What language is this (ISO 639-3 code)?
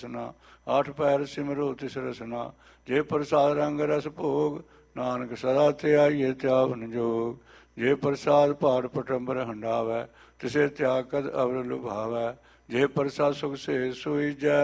pan